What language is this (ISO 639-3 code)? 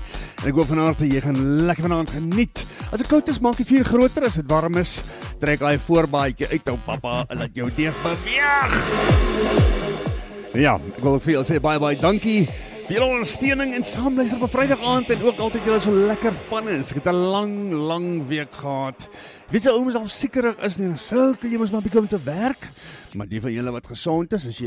afr